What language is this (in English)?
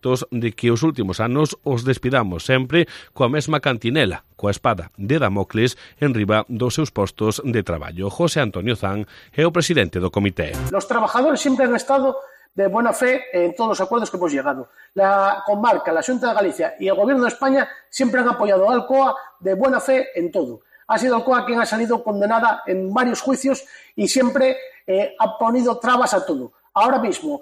Galician